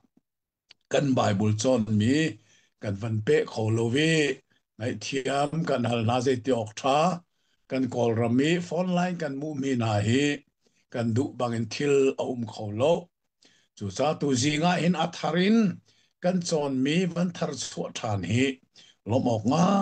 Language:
Hakha Chin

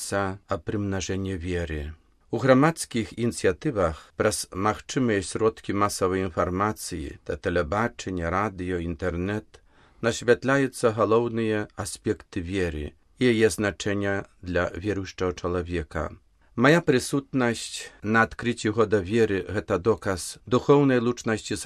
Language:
Belarusian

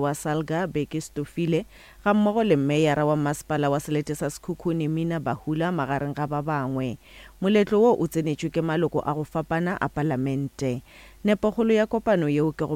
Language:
Northern Sotho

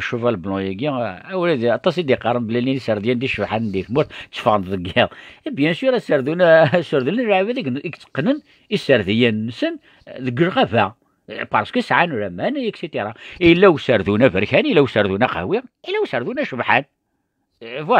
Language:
Kabyle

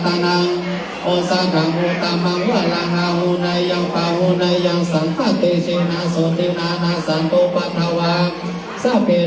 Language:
Pali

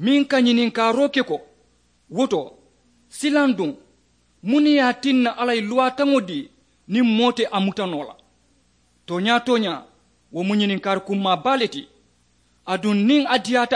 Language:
Mandingo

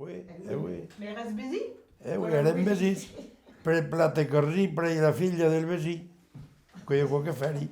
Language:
Occitan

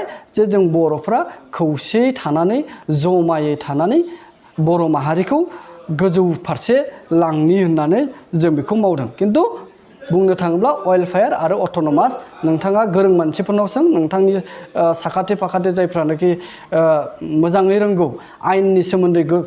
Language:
Bodo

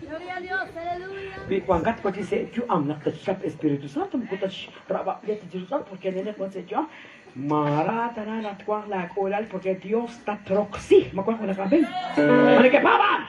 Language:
Kekchí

